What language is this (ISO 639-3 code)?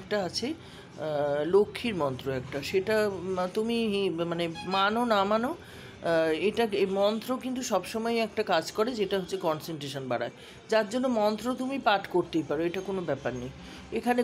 ben